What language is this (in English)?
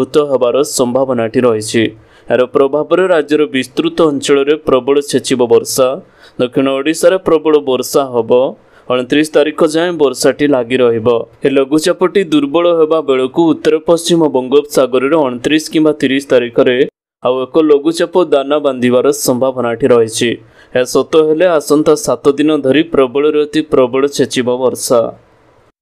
Odia